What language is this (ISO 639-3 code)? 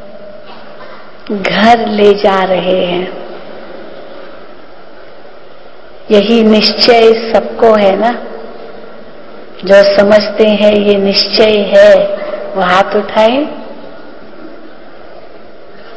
hin